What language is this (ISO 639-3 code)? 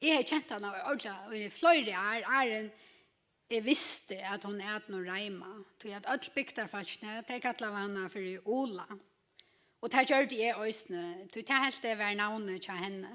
fao